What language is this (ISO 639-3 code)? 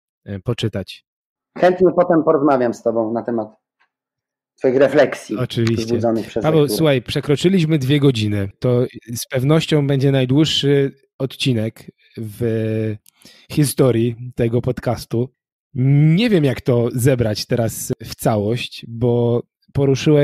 pol